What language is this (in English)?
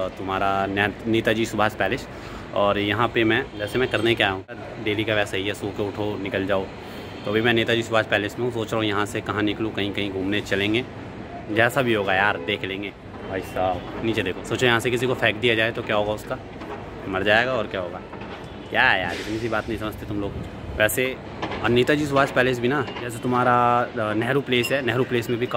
Hindi